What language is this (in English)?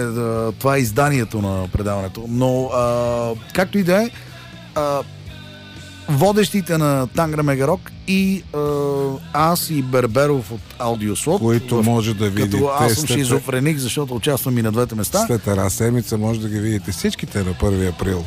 Bulgarian